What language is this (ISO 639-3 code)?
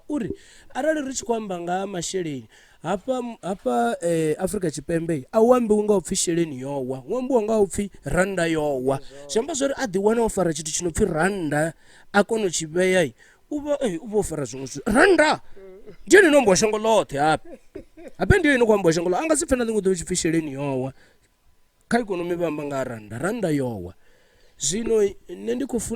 ven